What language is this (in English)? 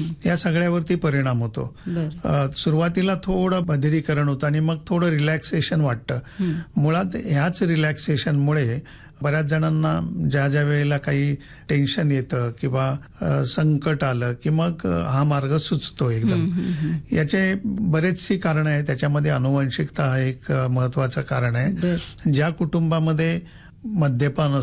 Marathi